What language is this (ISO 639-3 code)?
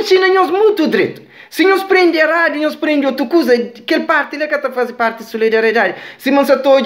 kea